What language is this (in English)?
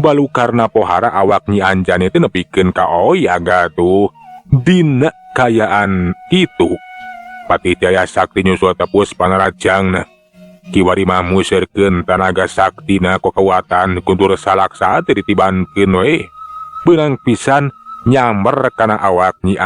Sundanese